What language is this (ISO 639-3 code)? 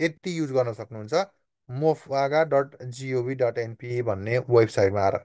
nep